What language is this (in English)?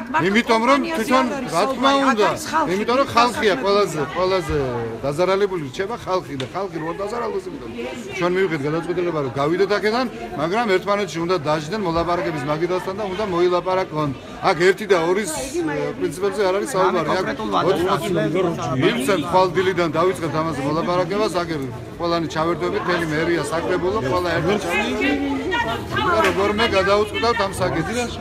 Georgian